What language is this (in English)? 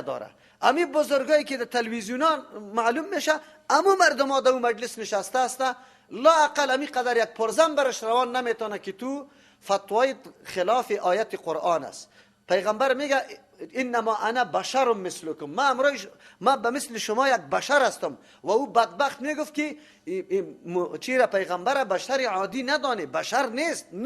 Persian